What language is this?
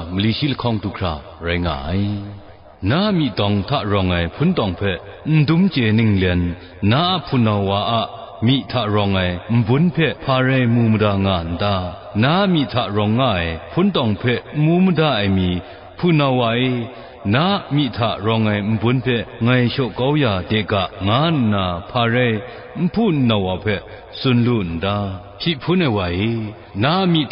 Kachin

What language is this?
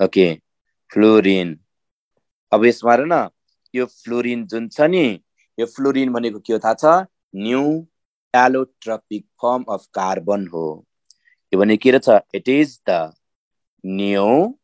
Nepali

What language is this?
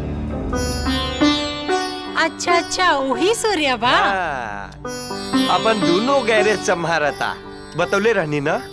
Bhojpuri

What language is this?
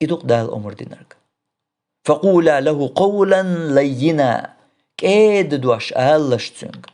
Chechen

